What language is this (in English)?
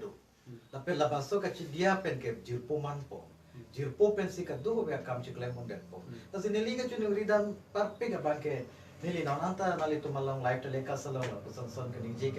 Karbi